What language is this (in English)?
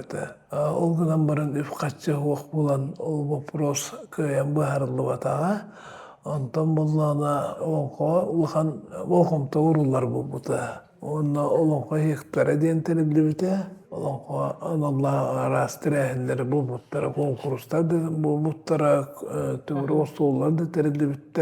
Yakut